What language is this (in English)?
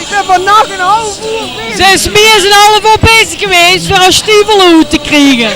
Limburgish